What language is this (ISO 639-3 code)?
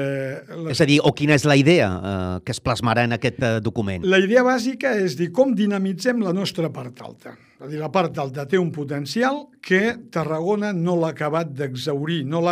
cat